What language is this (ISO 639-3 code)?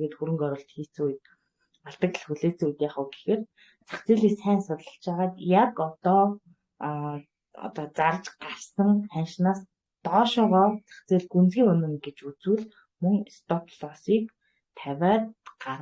mon